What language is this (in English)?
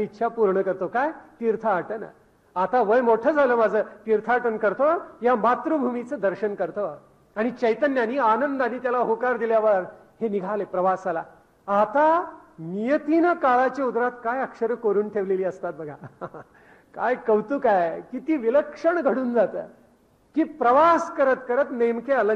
Marathi